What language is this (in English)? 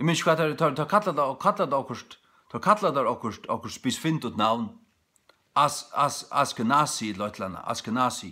Faroese